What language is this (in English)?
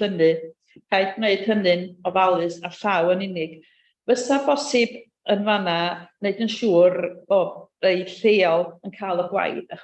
Welsh